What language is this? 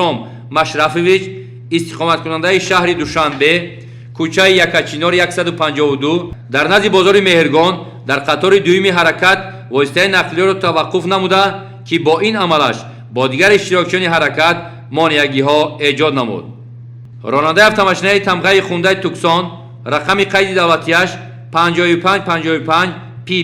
Tajik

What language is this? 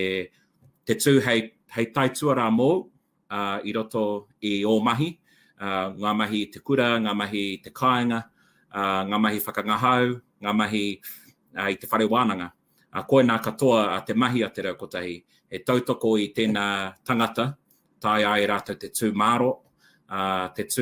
Māori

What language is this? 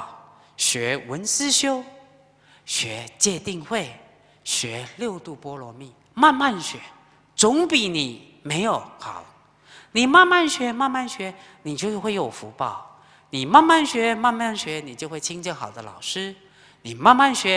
Chinese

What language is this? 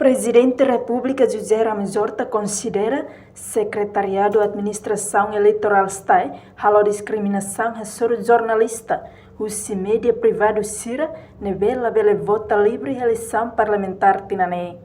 Tetum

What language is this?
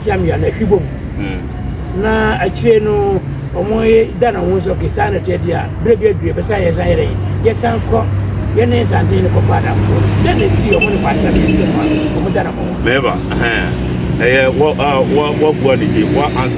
Akan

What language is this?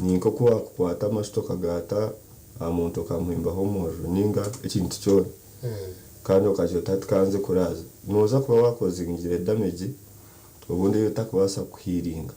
Nyankole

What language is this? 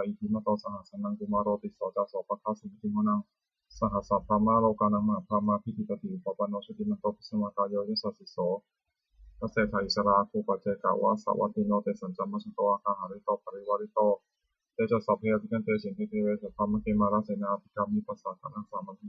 Pali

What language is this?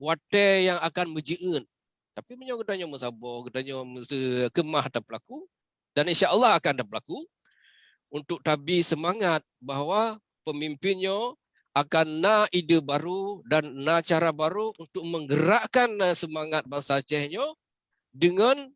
Achinese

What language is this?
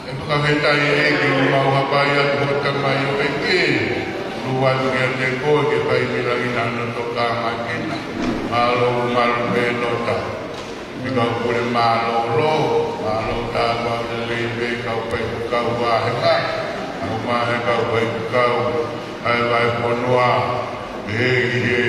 Tongan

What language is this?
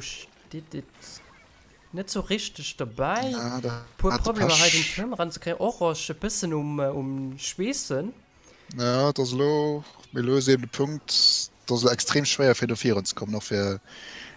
Luxembourgish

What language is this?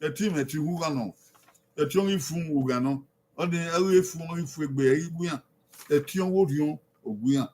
Bini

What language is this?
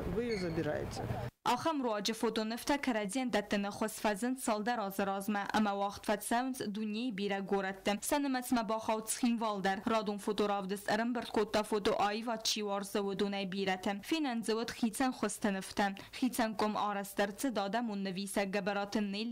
Ossetic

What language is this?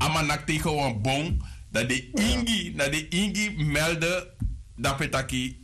Sranan Tongo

